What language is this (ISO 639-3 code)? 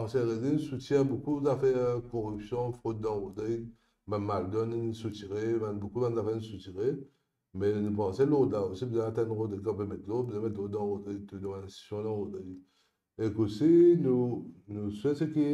mfe